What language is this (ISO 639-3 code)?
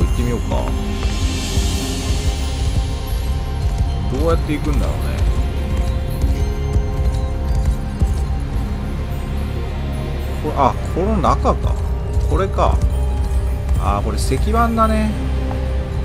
jpn